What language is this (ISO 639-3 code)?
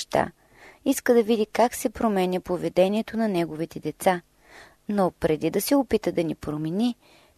bul